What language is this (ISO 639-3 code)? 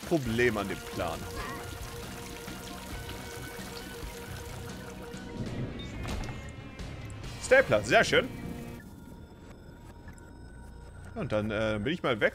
deu